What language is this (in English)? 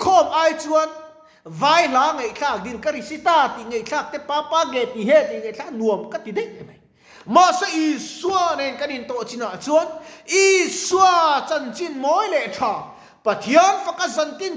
Mizo